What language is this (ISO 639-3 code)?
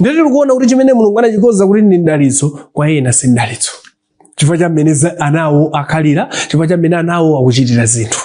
nya